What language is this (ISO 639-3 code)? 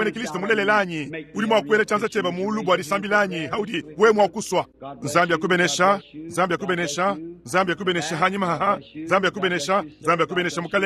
lua